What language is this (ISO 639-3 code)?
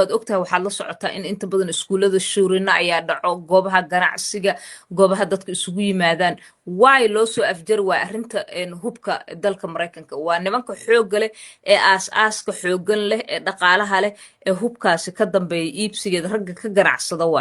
som